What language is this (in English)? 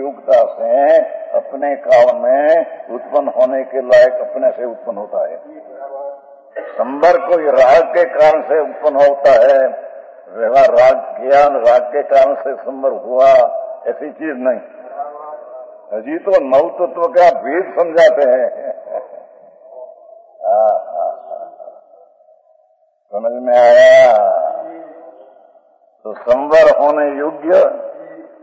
Hindi